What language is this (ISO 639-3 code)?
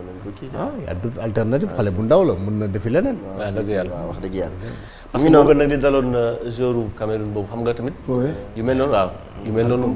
wol